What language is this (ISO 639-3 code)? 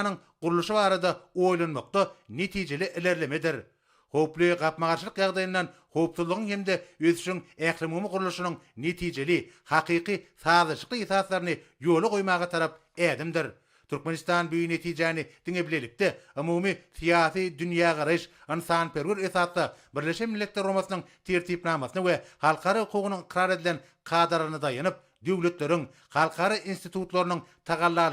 tuk